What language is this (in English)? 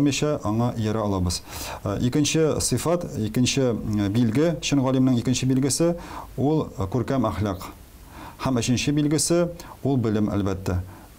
Tatar